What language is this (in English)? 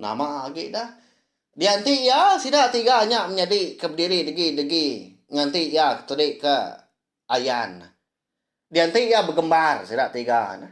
Iban